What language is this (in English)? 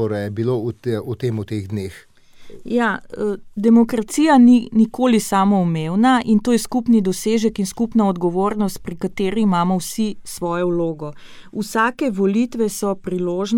Slovenian